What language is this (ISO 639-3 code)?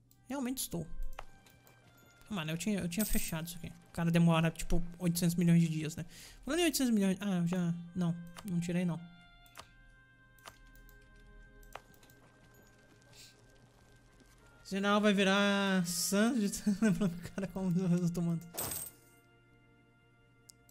por